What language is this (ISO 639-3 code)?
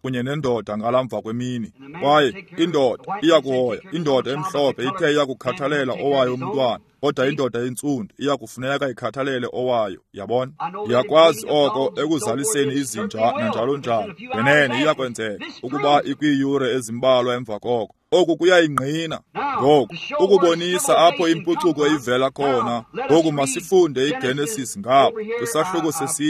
xho